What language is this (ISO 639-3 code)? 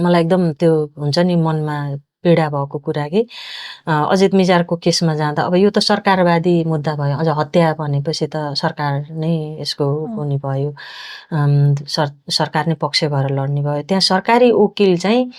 nep